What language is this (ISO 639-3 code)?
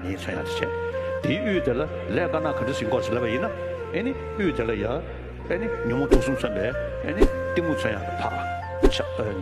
bod